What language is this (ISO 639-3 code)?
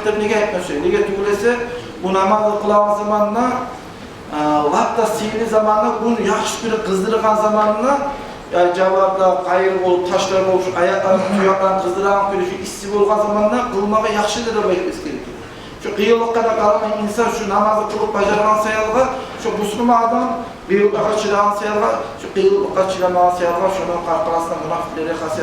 kum